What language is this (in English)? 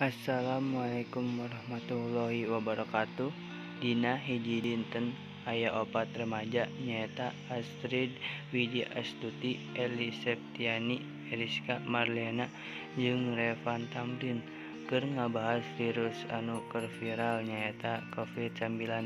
Sundanese